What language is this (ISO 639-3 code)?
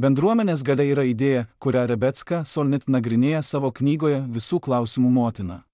lit